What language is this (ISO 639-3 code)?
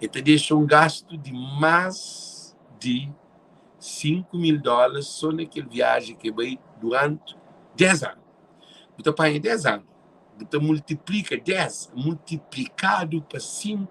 kea